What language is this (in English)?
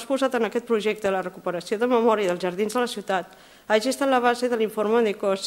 Catalan